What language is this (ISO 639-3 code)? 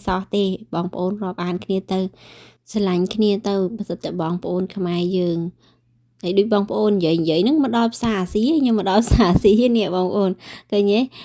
khm